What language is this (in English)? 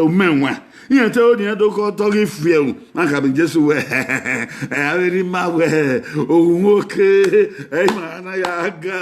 Bini